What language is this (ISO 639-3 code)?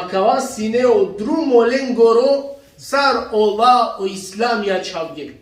rmn